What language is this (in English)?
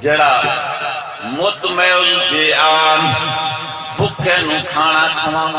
Saraiki